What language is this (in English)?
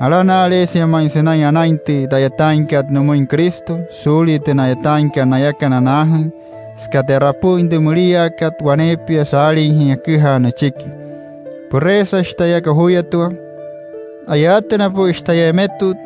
Wayuu